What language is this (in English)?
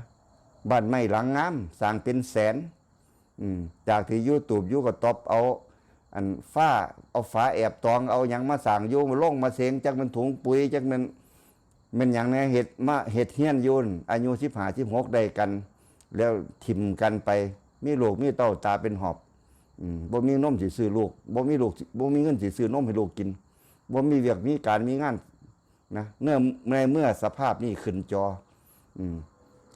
Northeastern Thai